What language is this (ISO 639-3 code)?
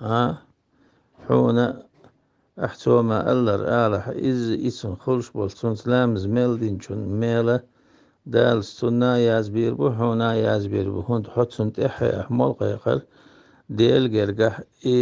che